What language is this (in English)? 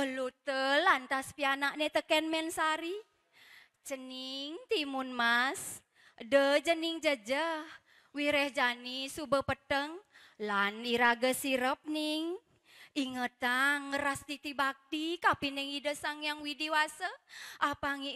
Balinese